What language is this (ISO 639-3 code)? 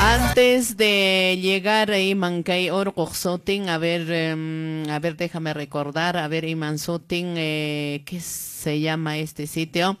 que